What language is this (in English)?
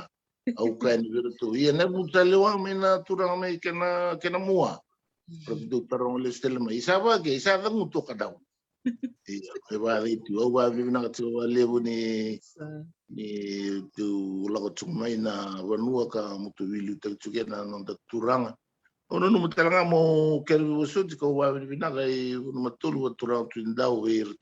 Fijian